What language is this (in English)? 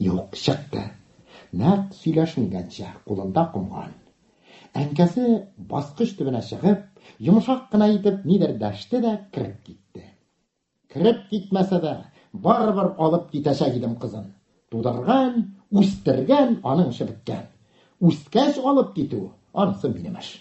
Tatar